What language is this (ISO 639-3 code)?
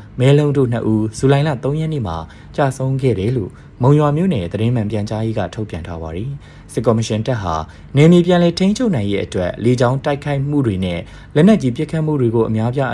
mya